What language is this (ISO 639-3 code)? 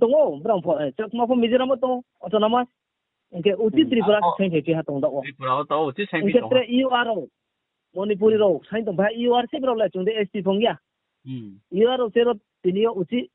ria